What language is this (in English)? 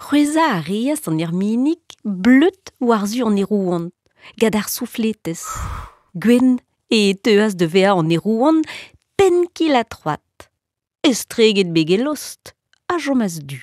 Breton